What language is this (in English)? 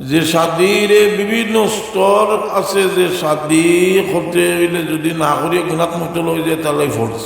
Sylheti